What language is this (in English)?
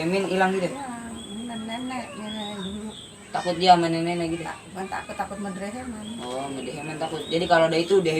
Betawi